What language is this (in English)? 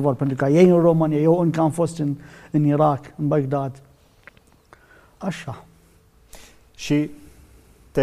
Romanian